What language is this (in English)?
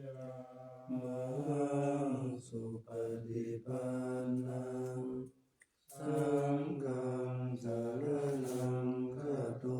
Pali